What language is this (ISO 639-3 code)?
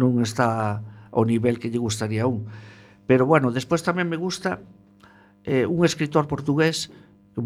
glg